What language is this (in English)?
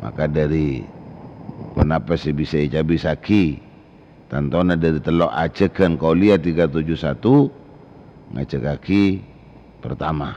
Madurese